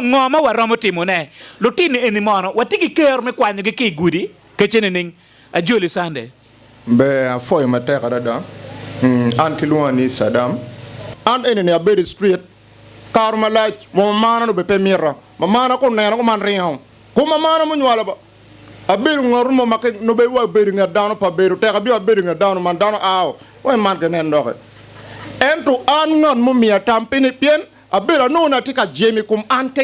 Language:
Acoli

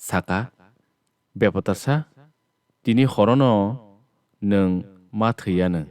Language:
Kok Borok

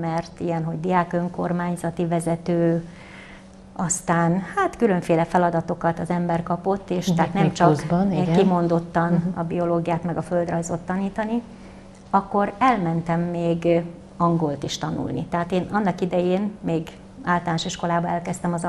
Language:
Hungarian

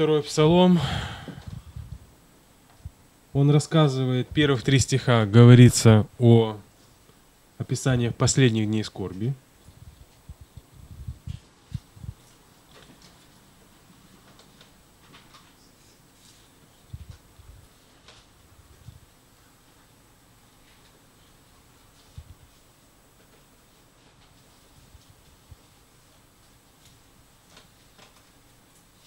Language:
Russian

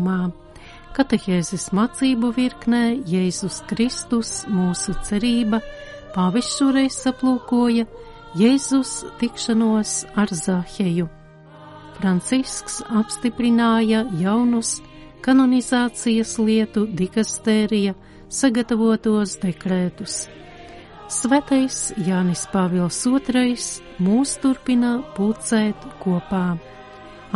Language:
Latvian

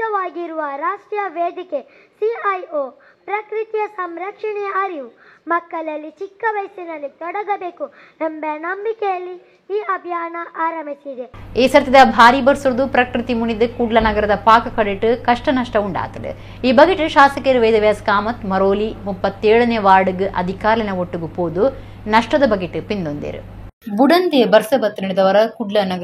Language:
Tulu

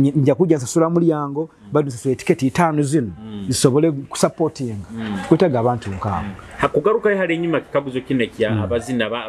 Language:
Nyoro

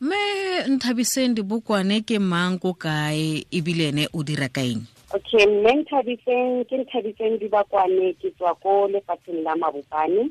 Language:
Tswana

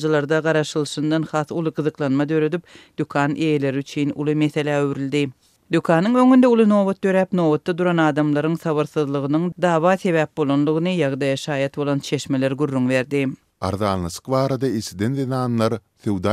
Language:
Turkmen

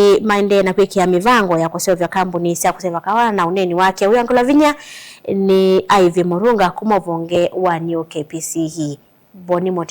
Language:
Kamba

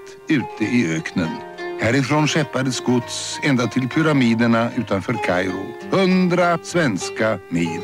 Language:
Swedish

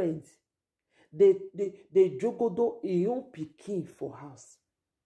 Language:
Nigerian Pidgin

